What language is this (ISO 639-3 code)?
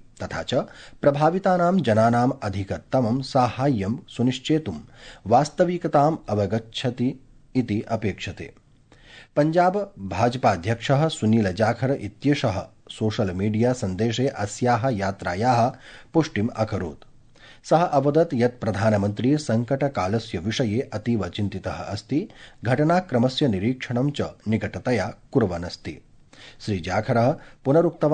san